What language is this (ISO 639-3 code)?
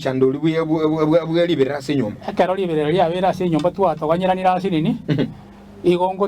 guz